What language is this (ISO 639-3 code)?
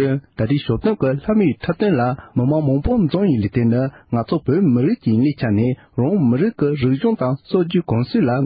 bod